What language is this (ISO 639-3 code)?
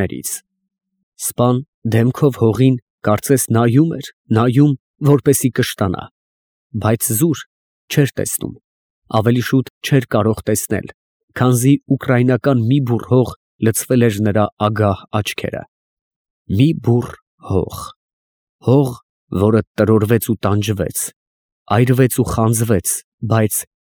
hye